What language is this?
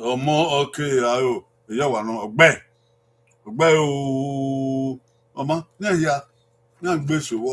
Bini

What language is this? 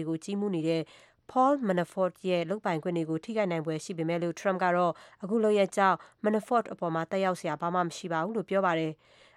Burmese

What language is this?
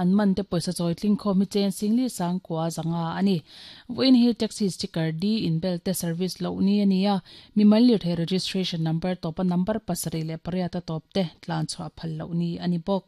Mizo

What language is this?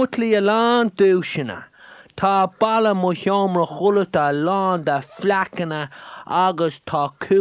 Irish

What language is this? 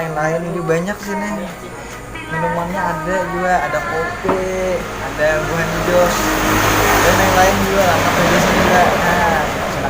Banjar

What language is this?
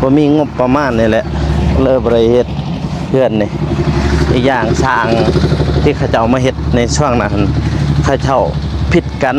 Lao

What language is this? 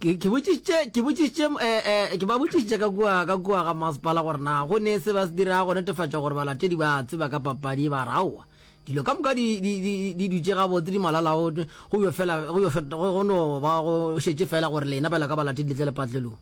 Northern Sotho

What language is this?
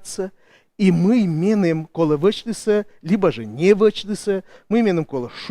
Komi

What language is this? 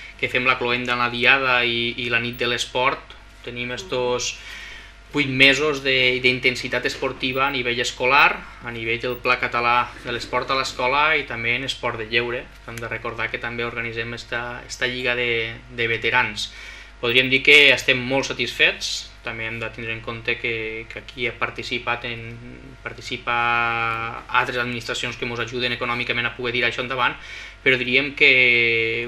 Catalan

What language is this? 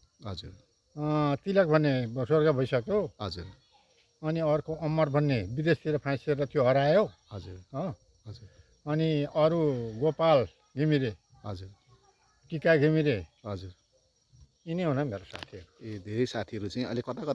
Nepali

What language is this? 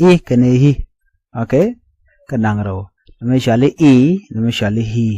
Nuer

